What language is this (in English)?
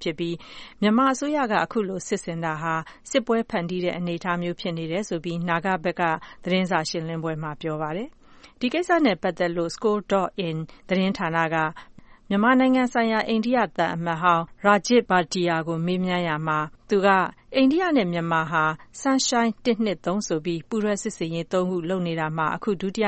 Burmese